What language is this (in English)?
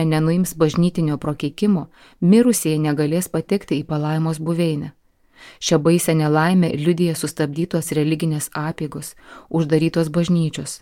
Lithuanian